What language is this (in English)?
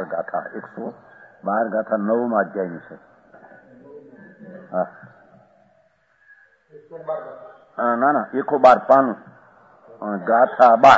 Gujarati